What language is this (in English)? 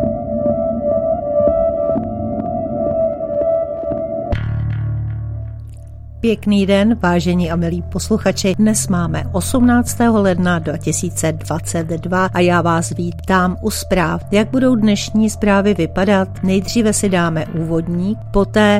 Czech